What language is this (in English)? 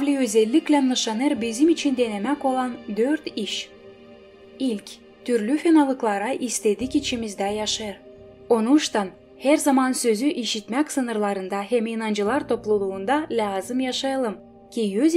Gagauz